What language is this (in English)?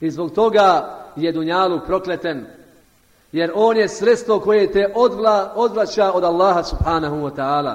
Bosnian